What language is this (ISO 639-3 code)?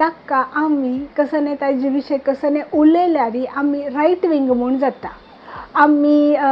kok